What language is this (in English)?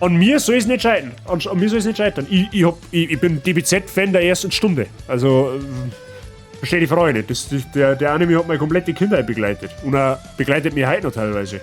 Bavarian